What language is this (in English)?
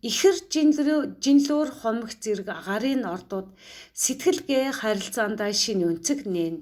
Mongolian